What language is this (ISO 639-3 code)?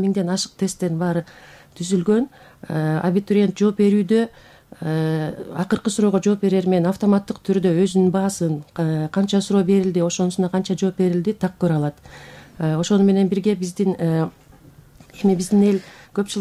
kir